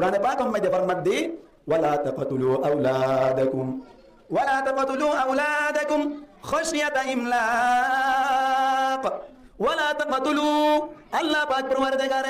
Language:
Rohingya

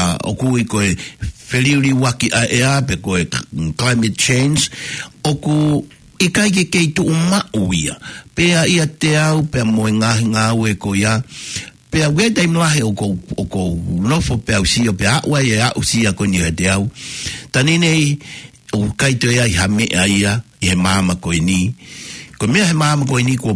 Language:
Tongan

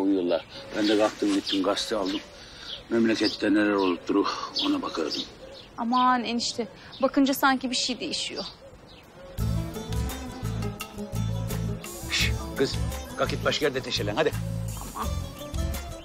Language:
Turkish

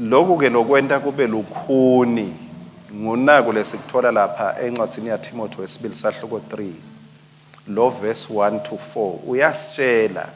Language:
Swati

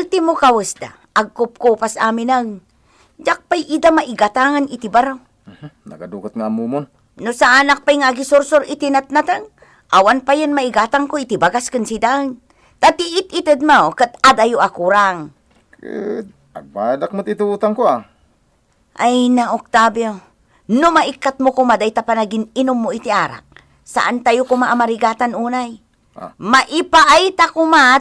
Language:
Iloko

